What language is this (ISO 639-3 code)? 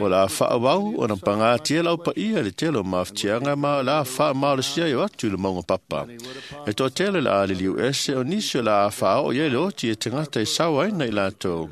smo